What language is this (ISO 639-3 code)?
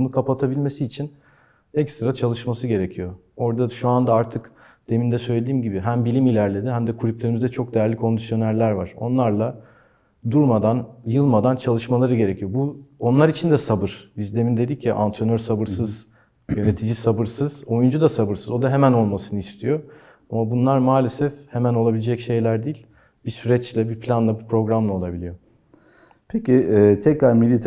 tur